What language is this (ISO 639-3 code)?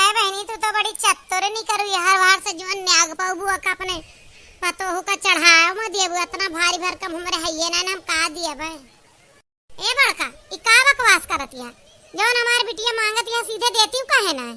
awa